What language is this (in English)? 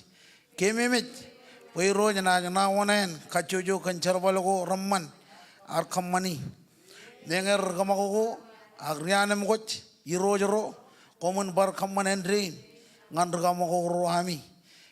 Marshallese